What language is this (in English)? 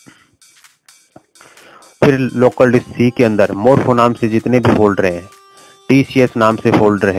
Hindi